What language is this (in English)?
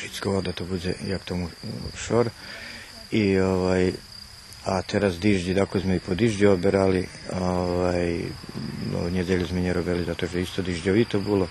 Rusyn